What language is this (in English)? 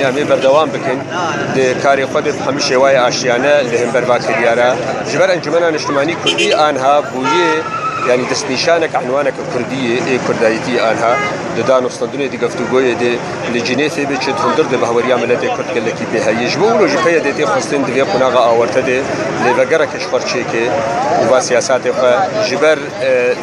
Kurdish